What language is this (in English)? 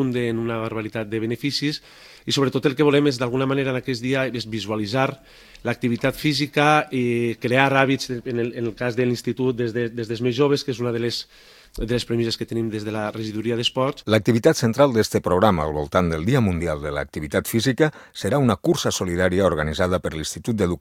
Catalan